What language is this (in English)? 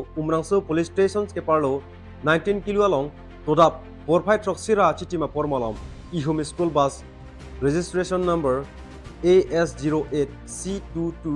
Karbi